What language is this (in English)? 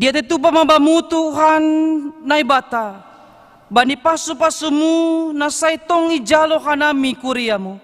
Batak Simalungun